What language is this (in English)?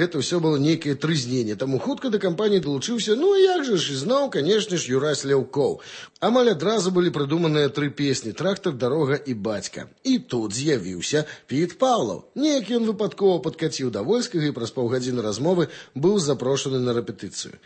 Belarusian